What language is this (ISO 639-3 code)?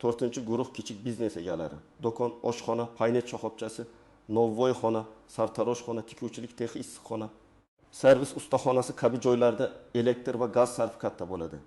uzb